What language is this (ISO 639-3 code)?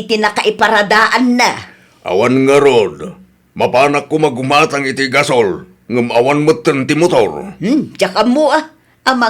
ilo